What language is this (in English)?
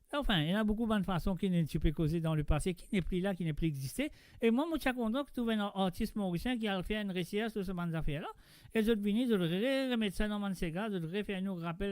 Morisyen